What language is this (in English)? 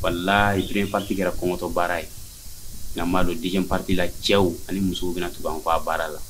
Bambara